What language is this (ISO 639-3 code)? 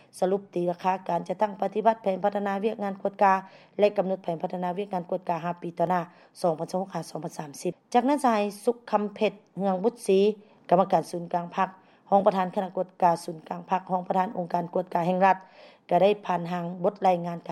lao